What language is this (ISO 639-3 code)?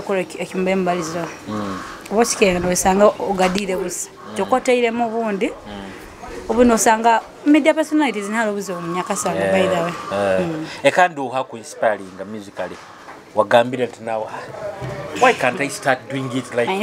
nyo